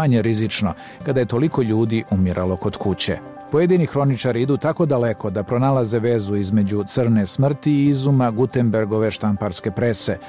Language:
Serbian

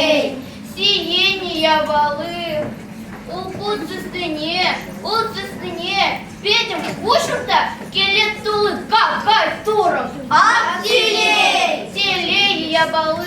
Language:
Chuvash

